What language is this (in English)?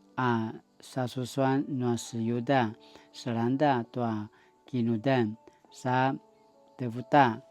Paiwan